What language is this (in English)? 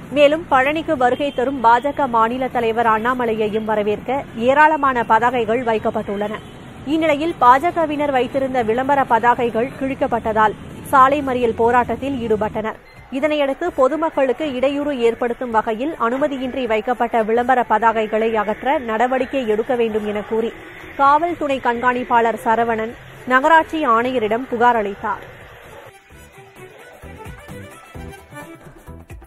Tamil